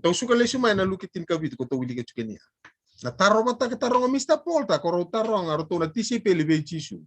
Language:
Fijian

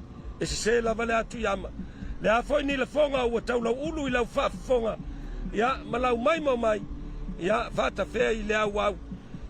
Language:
Samoan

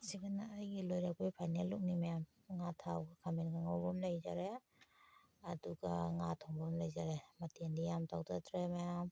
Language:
Manipuri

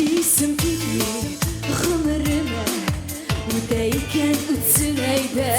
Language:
Tatar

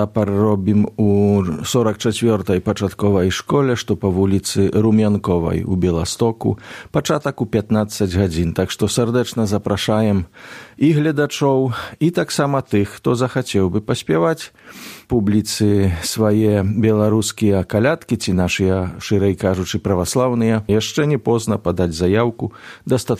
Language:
Belarusian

